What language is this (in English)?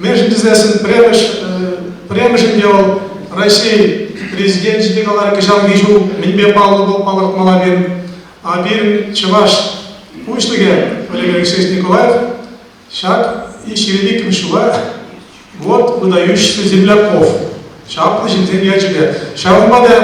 Chuvash